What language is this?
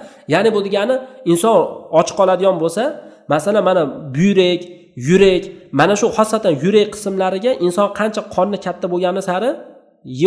Uzbek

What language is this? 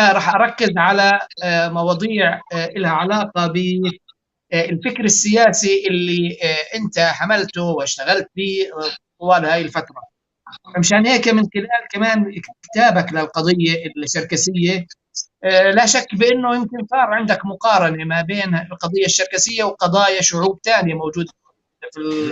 North Levantine Arabic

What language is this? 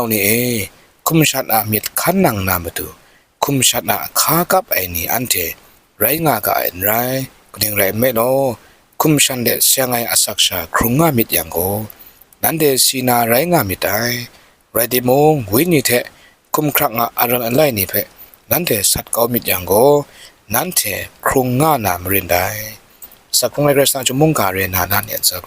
Kachin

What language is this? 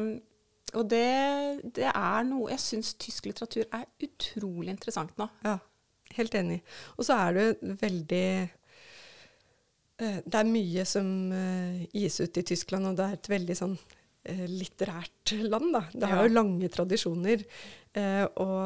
Norwegian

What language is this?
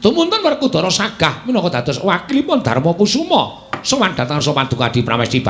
Javanese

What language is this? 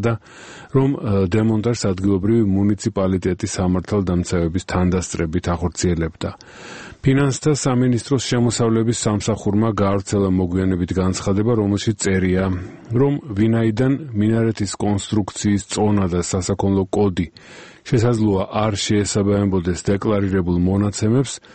Georgian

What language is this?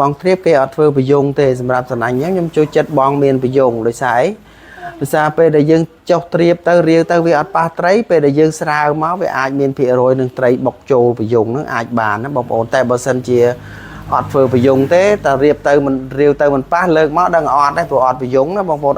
Khmer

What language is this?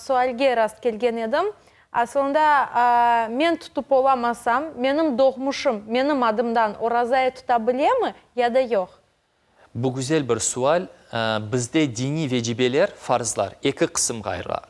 Crimean Tatar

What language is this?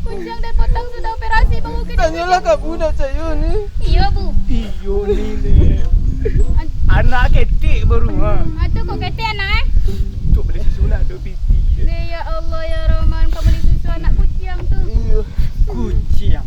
Minangkabau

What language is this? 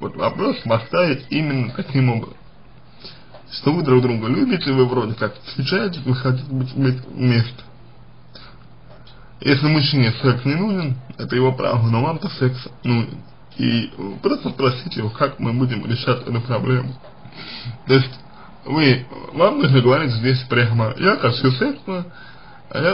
Russian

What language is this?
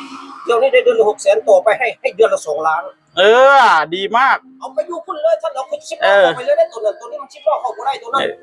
Northeastern Thai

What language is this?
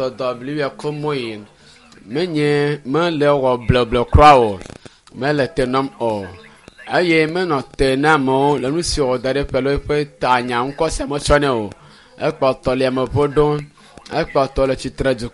Ewe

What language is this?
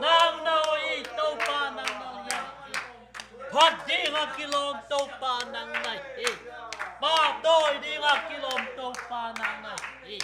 Tedim Chin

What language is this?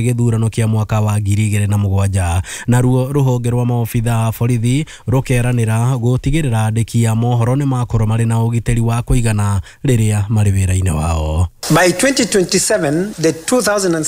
Kikuyu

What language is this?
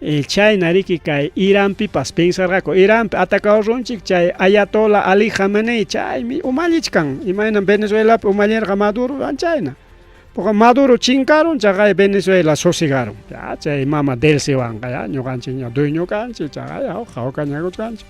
Ayacucho Quechua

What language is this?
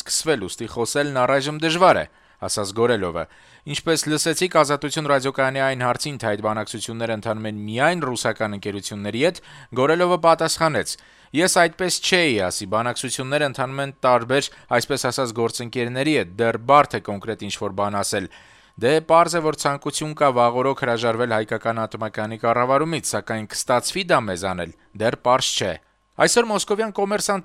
Armenian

